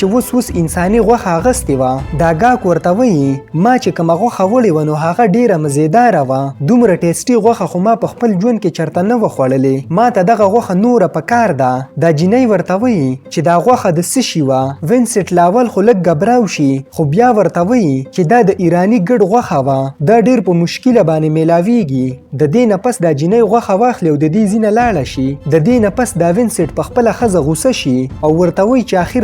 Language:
Pashto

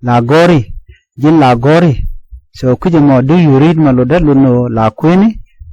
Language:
Nuer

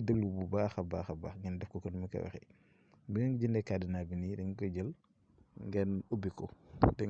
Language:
Wolof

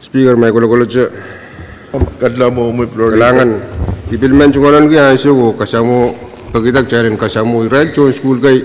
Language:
Pohnpeian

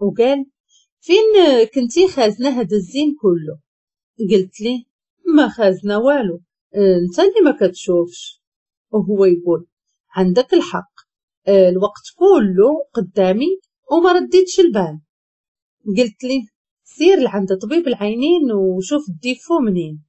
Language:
Moroccan Arabic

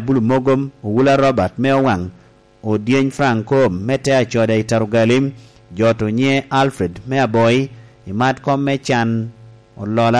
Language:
Lango (Uganda)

